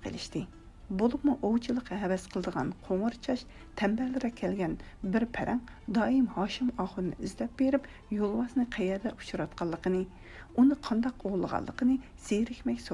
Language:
Uyghur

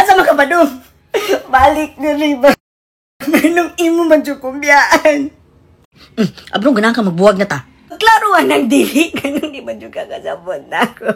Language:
Cebuano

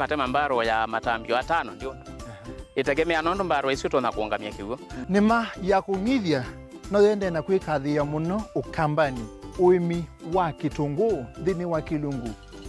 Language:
Kamba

